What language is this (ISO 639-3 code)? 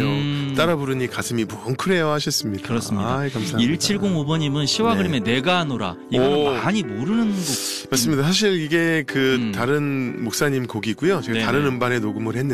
kor